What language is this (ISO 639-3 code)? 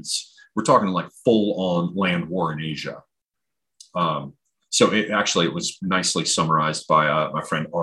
eng